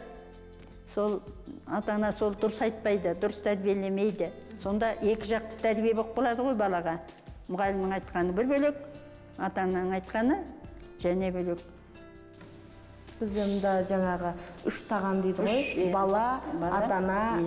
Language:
Kazakh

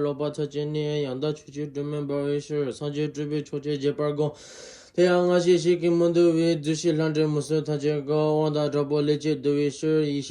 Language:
Tibetan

